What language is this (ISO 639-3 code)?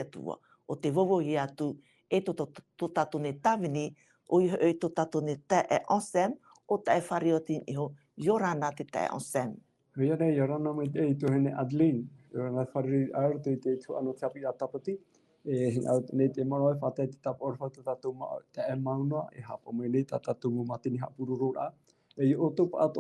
tah